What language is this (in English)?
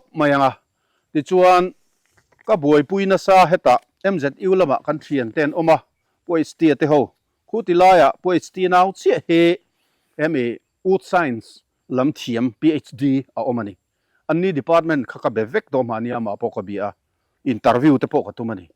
Mizo